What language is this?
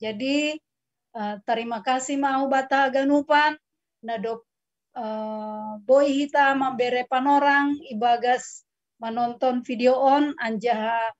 Batak Simalungun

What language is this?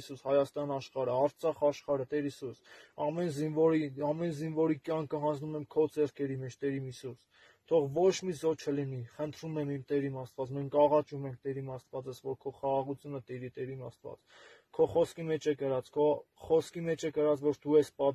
Armenian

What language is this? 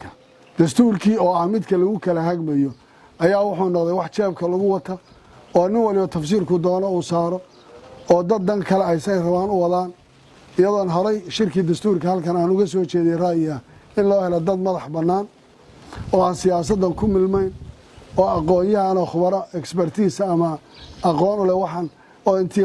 Somali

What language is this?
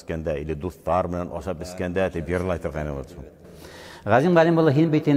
Bashkir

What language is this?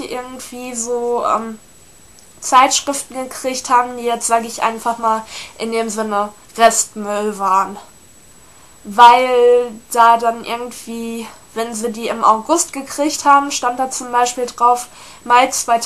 German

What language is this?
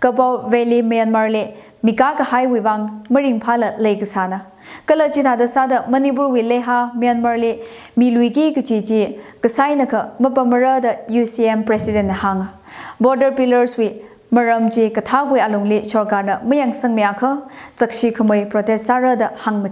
Tangkhul Naga (India)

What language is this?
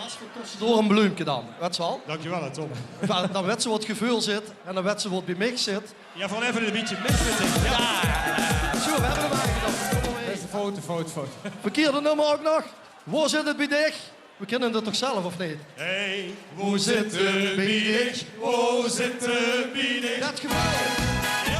Limburgish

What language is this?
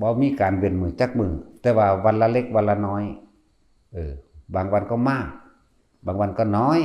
Lao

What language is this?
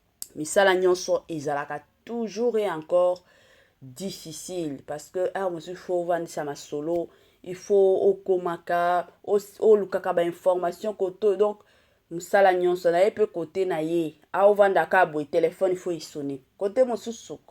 Lingala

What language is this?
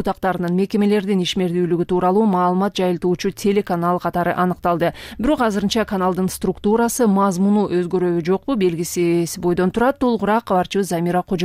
Kyrgyz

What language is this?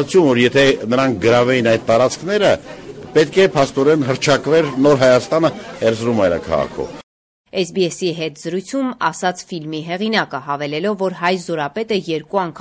Armenian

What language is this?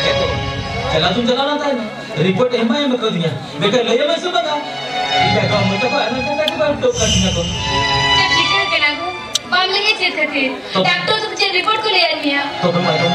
Santali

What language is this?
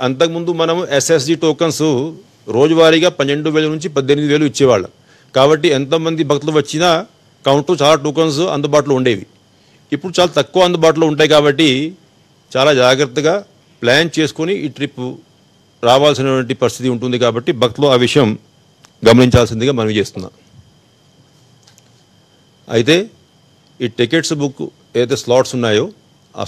Telugu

